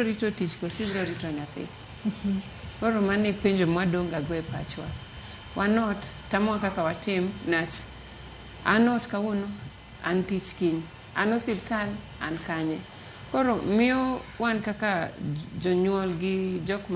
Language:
Luo (Kenya and Tanzania)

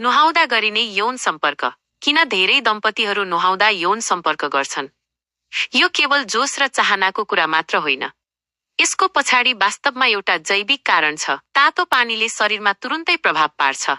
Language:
Nepali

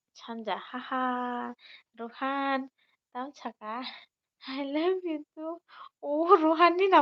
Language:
Kok Borok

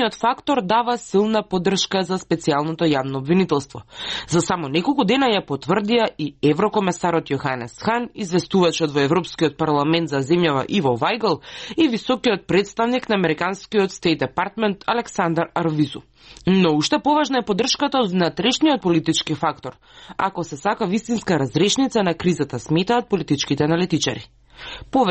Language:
Macedonian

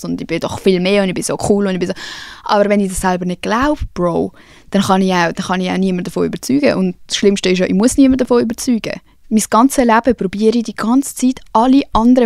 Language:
Swiss German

